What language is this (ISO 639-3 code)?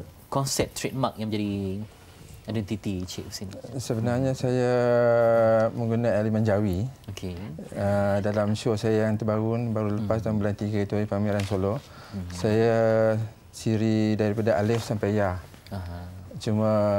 msa